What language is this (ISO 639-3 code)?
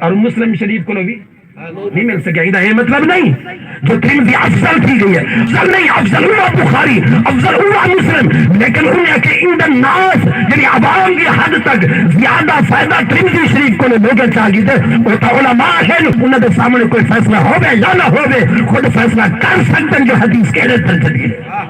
skr